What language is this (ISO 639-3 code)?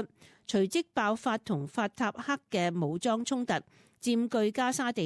yue